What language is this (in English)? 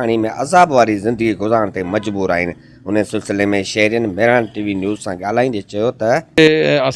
Sindhi